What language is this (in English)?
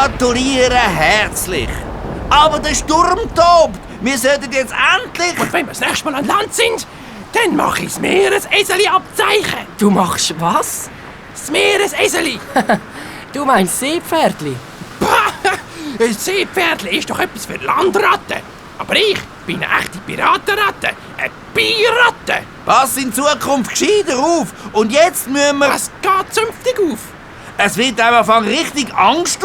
Swiss German